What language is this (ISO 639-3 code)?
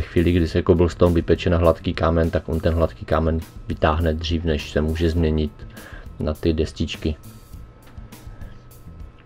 ces